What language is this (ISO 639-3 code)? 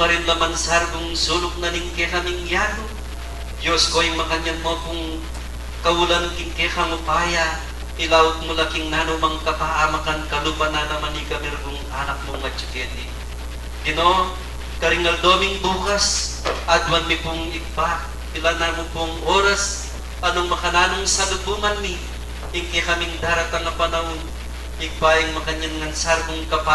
pam